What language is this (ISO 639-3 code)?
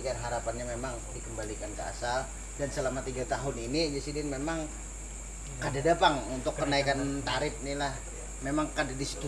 bjn